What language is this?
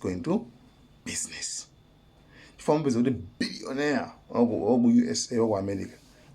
Nyanja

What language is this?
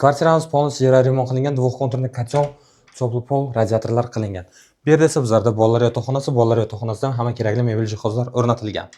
Uzbek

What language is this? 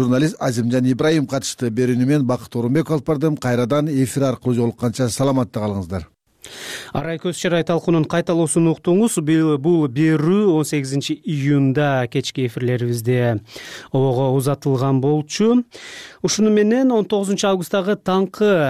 Kyrgyz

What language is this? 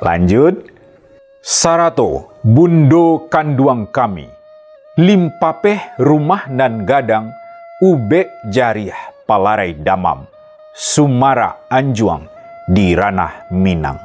Minangkabau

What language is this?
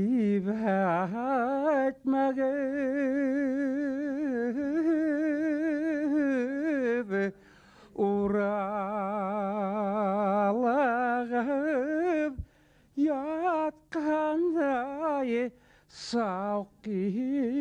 Bashkir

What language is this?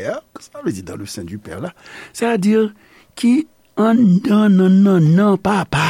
Haitian Creole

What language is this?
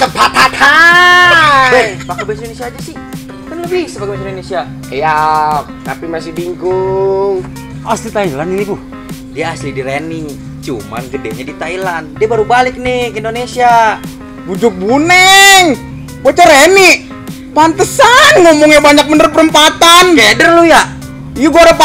Betawi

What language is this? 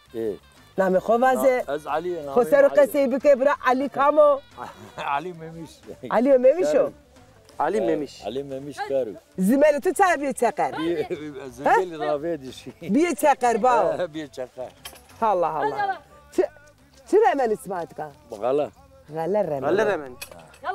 Zaza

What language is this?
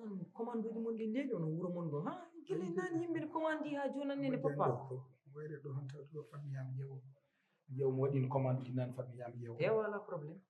Fula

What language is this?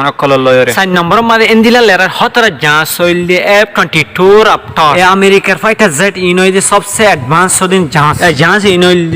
Rohingya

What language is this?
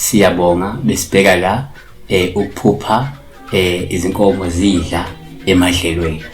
Zulu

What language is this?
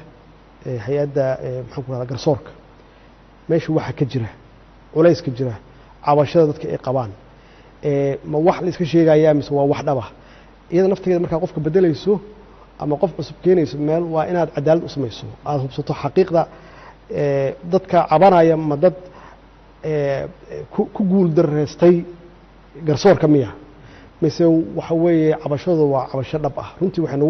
Somali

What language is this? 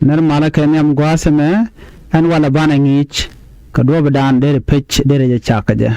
Nuer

